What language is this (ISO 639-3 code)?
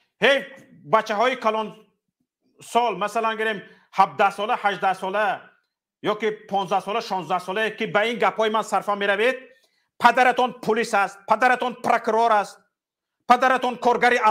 tgk